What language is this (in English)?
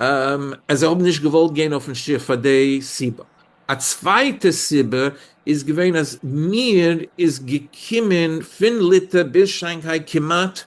Yiddish